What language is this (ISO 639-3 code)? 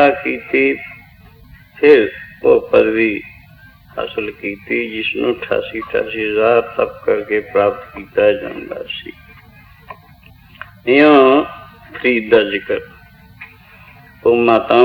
pan